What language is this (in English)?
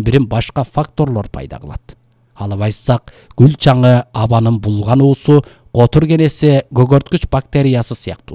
Kyrgyz